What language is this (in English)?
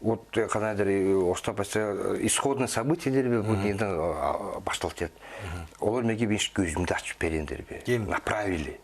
Southern Altai